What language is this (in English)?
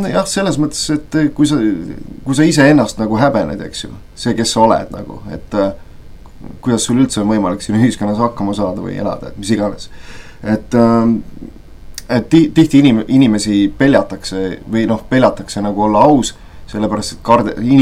Estonian